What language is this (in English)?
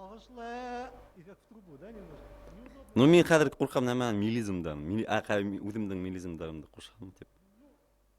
Bashkir